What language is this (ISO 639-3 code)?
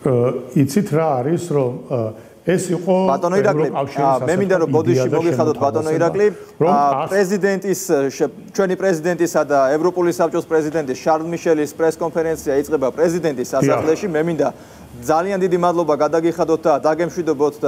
kat